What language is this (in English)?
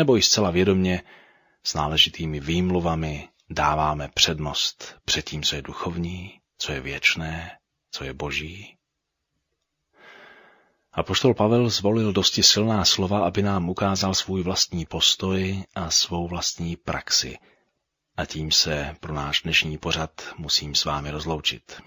Czech